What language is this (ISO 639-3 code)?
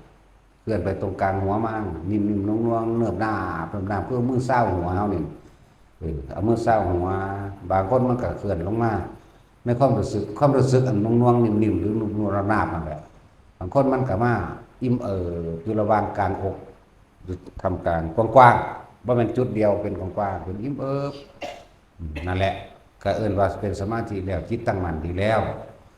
lao